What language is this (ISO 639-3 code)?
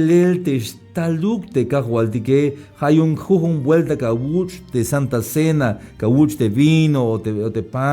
tzh